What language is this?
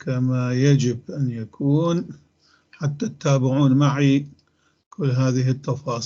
North Levantine Arabic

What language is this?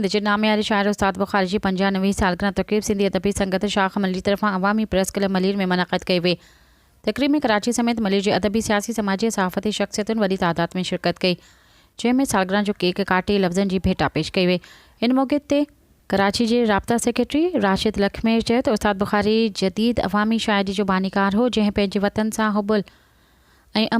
Sindhi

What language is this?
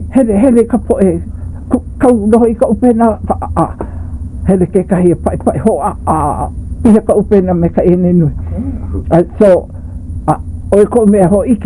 Hawaiian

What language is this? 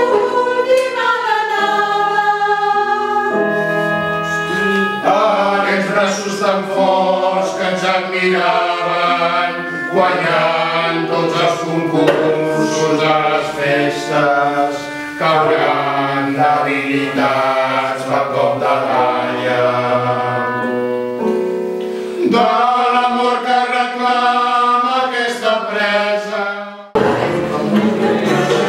Catalan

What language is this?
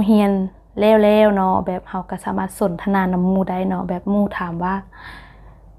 Lao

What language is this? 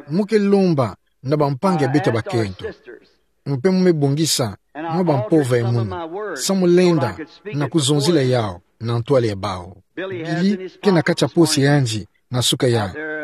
Kituba (Democratic Republic of Congo)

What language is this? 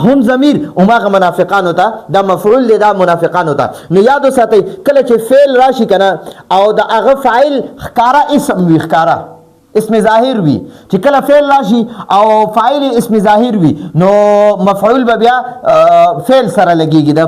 Pashto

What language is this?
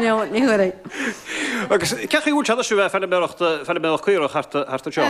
Irish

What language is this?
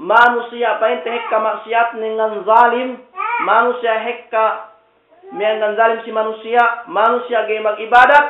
Yakan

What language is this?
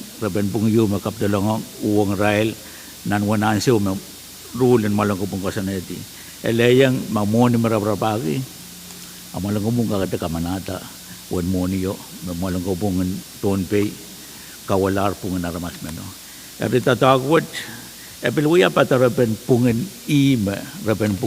Pohnpeian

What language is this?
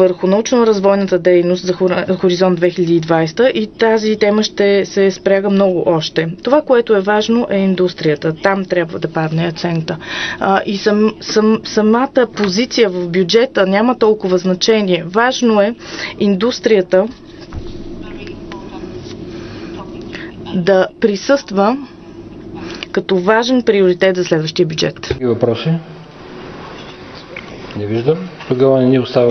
Bulgarian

